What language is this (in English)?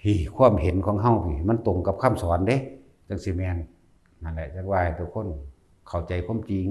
Northeastern Thai